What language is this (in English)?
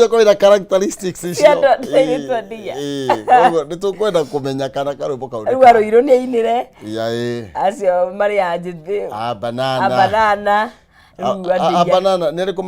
Kikuyu